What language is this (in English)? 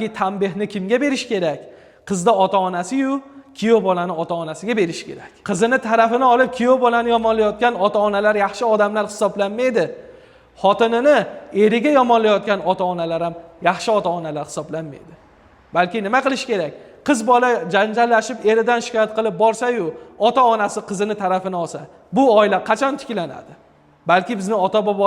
Uzbek